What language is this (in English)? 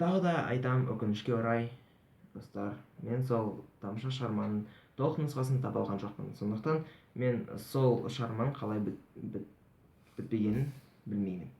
Kazakh